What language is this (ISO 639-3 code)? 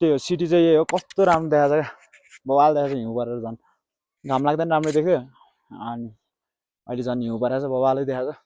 nep